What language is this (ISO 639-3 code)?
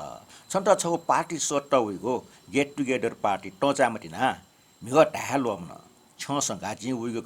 new